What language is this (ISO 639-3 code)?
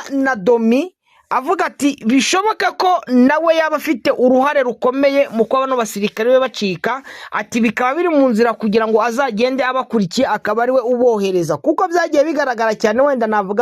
kin